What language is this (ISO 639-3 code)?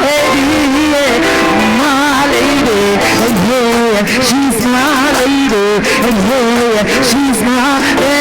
jam